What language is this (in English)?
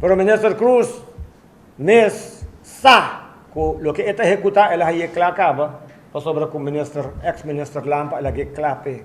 Papiamento